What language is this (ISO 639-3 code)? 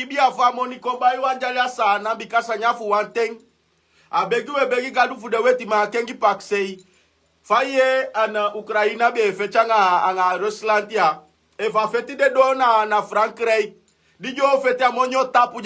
srn